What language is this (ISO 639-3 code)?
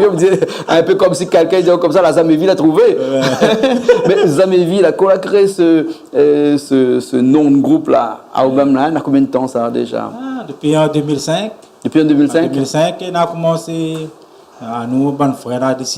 rcf